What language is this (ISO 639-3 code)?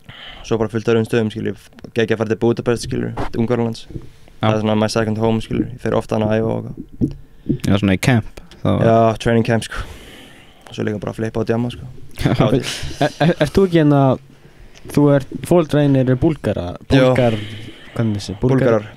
isl